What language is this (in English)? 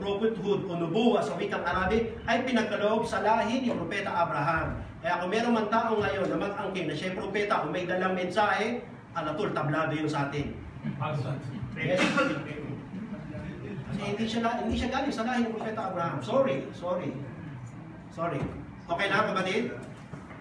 Filipino